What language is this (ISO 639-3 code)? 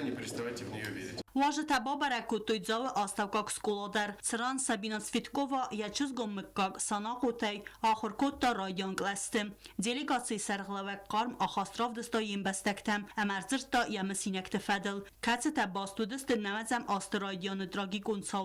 oss